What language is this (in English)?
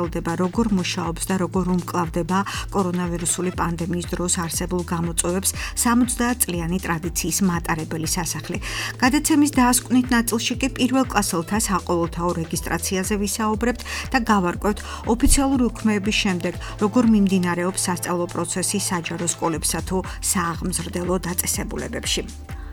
Georgian